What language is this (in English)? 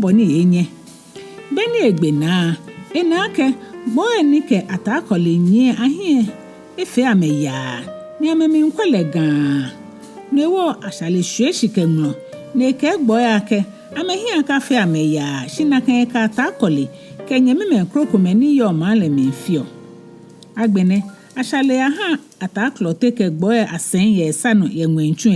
Ga